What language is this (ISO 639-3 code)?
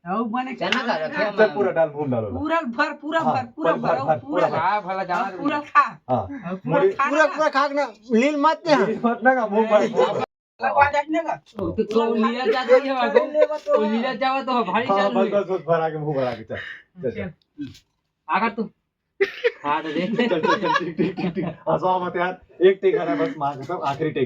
hne